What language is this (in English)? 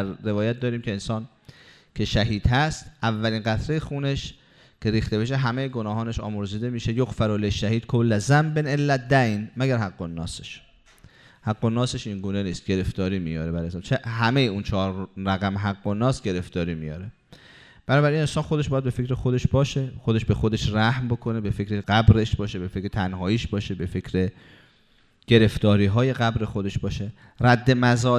Persian